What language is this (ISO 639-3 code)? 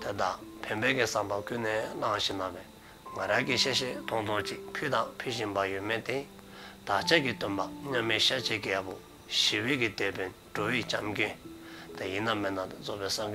dzo